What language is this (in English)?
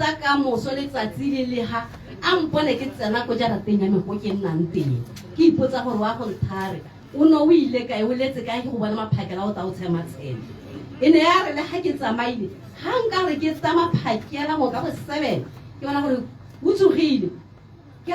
Tswana